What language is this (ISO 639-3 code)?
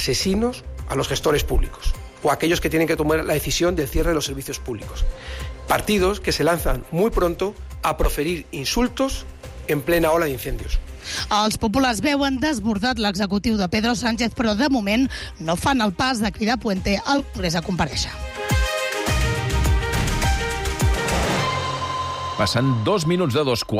cat